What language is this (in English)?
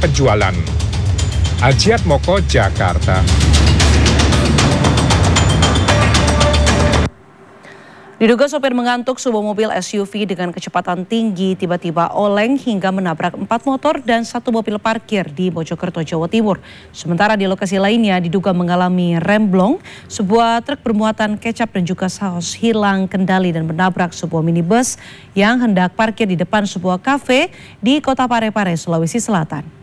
Indonesian